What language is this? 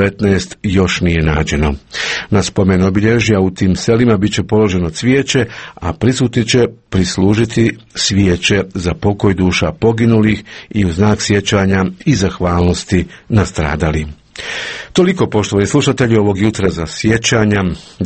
Croatian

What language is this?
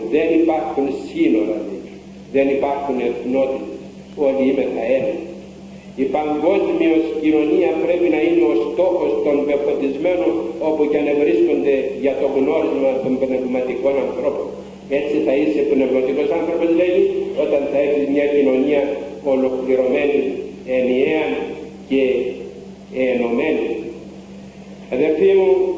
Greek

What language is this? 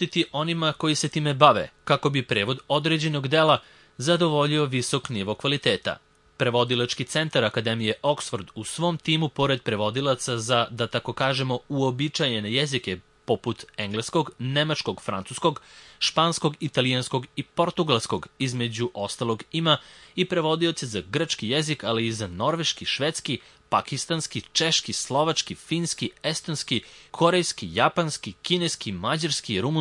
Serbian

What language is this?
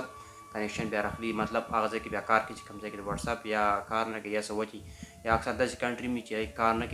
Pashto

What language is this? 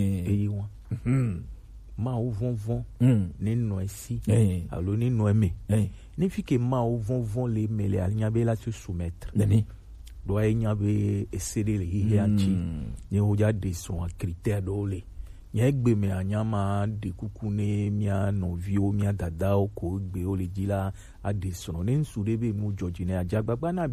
Gen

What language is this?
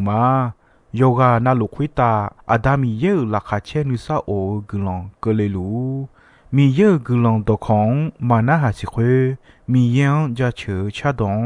Akha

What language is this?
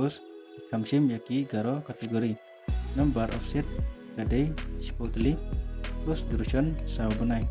Khasi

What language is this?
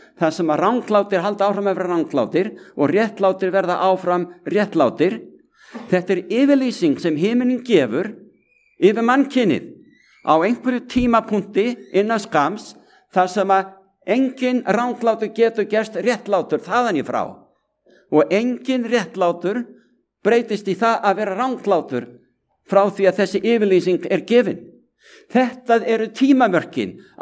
Icelandic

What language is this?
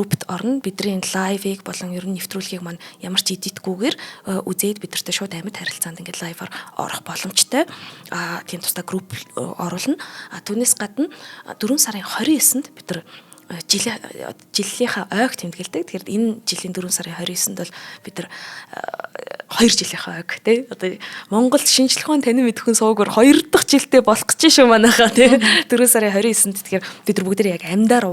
Mongolian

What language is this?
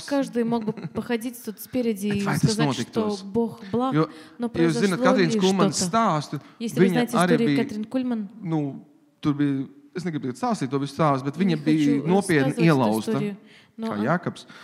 Latvian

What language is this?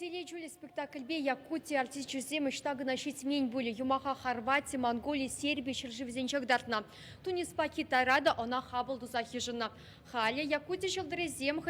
Chuvash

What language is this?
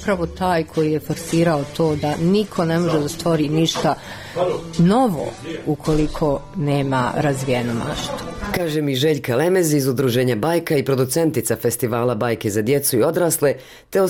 Bosnian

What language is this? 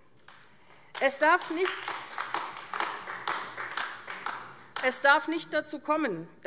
German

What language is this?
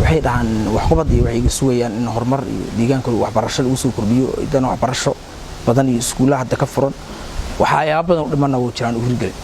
Somali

